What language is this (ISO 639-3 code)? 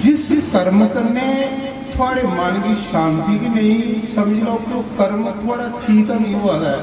doi